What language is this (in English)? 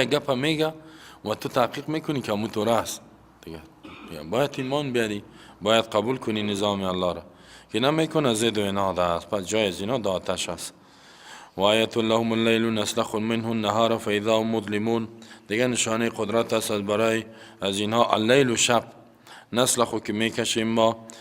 Persian